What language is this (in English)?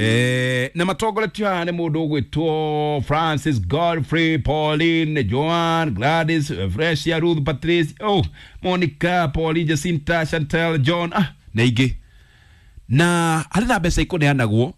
Kikuyu